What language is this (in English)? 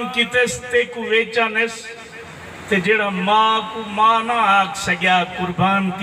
Saraiki